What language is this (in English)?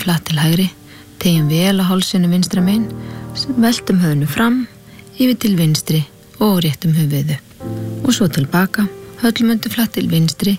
Icelandic